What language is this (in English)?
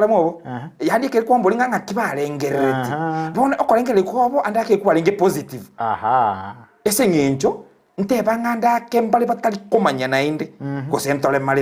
Gusii